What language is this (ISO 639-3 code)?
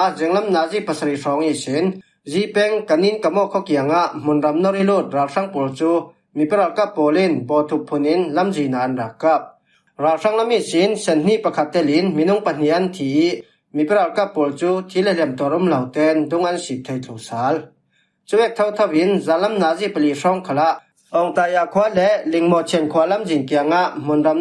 cfm